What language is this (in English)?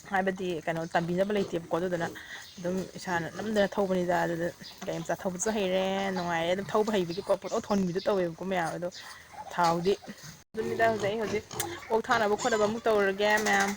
Manipuri